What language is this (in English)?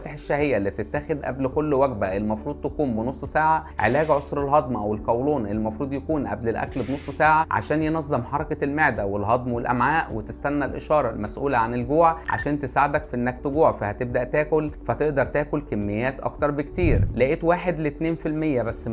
Egyptian Arabic